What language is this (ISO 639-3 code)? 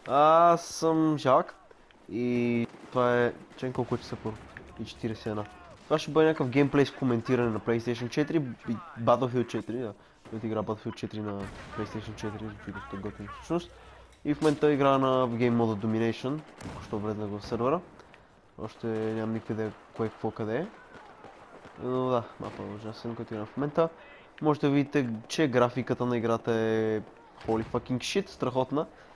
bul